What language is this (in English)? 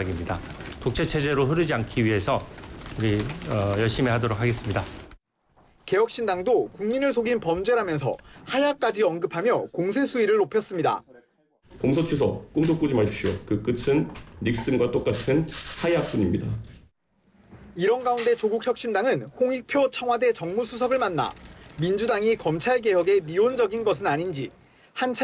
Korean